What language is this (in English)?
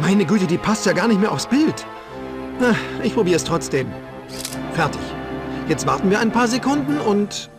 Bavarian